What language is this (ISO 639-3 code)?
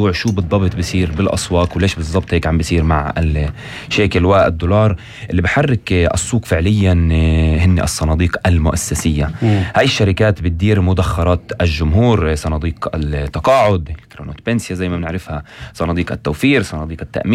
apc